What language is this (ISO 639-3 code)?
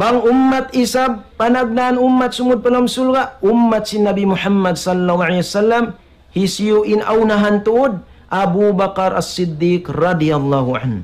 tsg